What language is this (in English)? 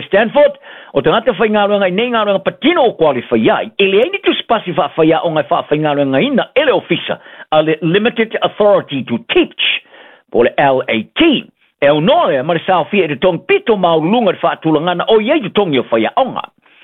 Samoan